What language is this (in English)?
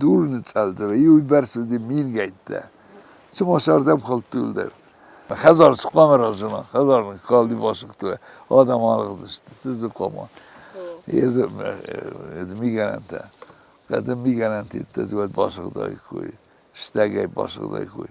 Ossetic